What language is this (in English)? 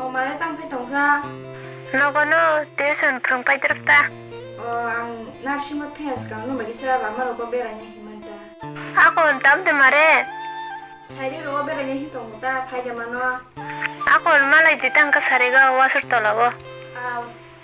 Kok Borok